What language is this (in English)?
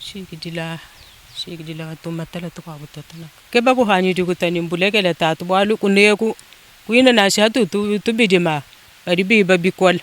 Luba-Lulua